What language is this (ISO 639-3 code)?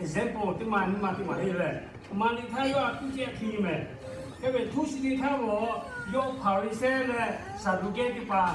lhu